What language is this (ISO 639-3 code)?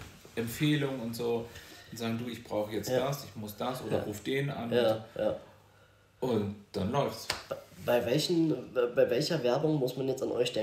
deu